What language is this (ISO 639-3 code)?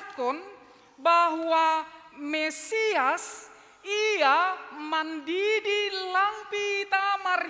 bts